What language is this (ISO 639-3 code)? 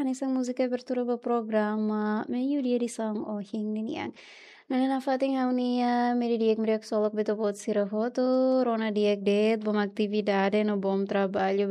tet